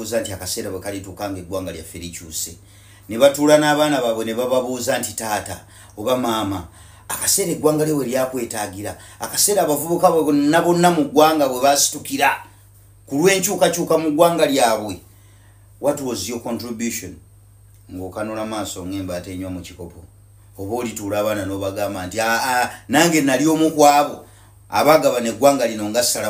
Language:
Ganda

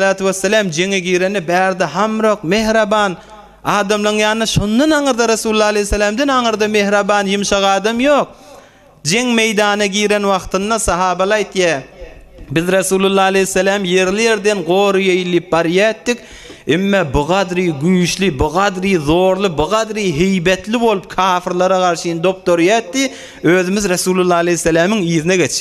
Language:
Turkmen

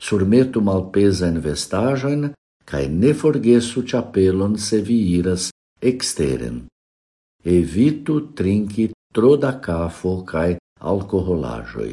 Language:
Esperanto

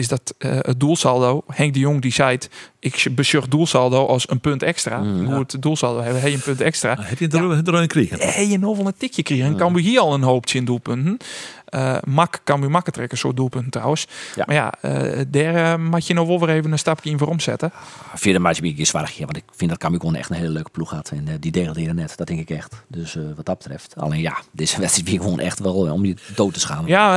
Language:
Western Frisian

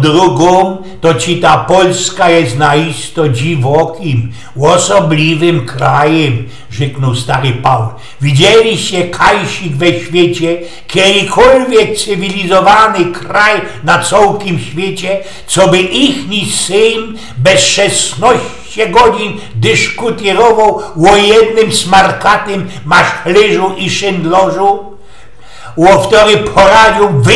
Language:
Silesian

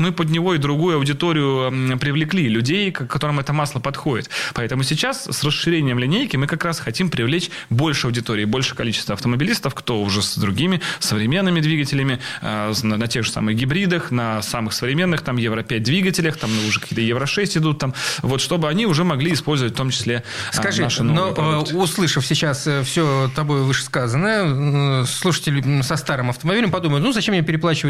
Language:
Russian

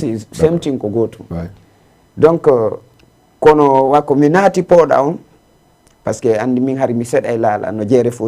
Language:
Fula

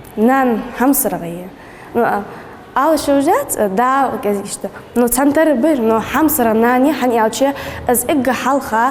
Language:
Ingush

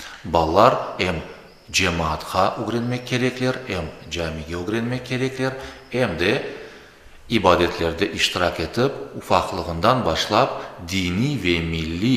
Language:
Crimean Tatar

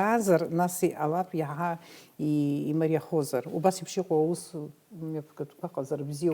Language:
Abkhazian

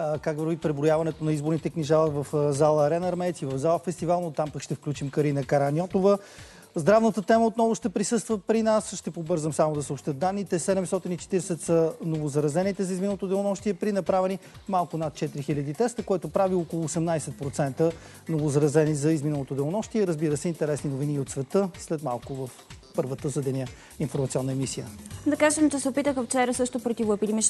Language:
Bulgarian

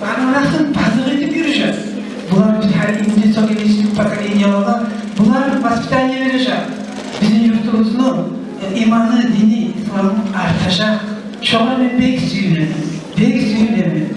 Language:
Kumyk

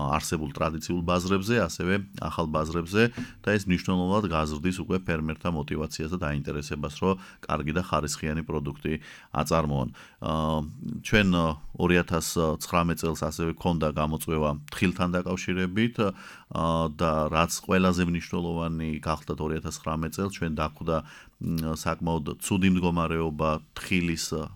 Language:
Georgian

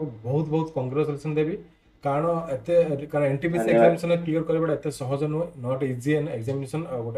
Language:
Odia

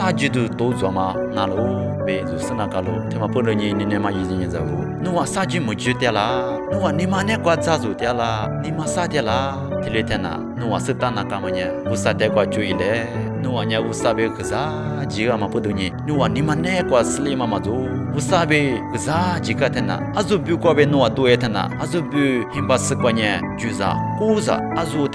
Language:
Lisu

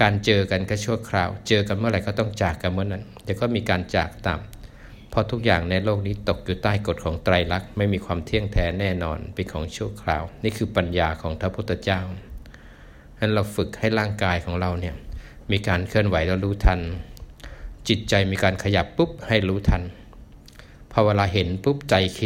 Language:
Thai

